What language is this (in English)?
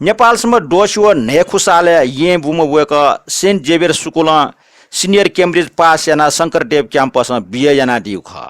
Newari